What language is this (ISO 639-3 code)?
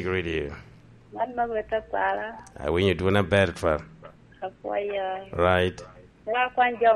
laj